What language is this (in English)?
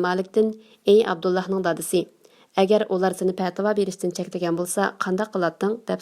Uyghur